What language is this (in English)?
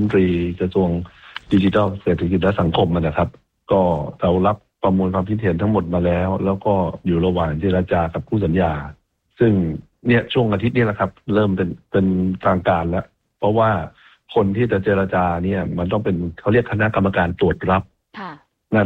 Thai